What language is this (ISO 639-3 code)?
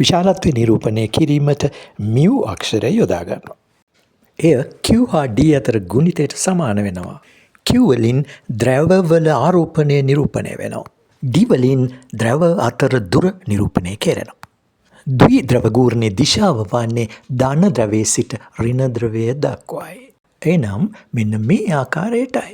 sin